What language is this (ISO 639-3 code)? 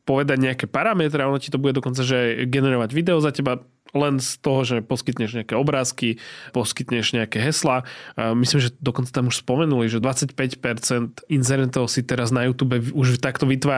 slk